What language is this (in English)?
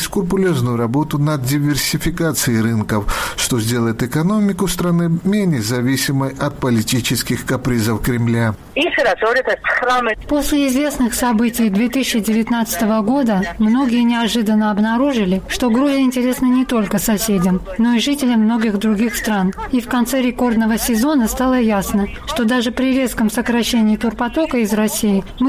Russian